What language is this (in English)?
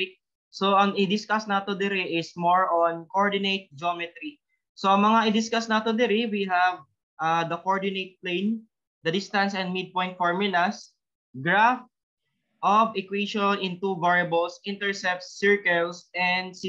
Cebuano